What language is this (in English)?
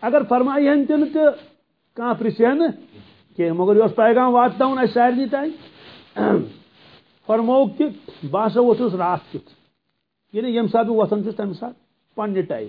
Kashmiri